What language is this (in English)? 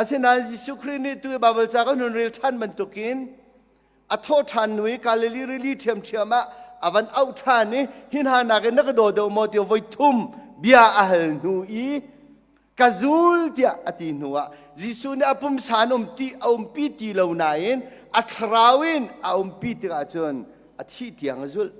Hakha Chin